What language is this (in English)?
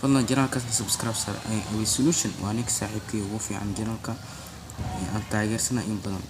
Somali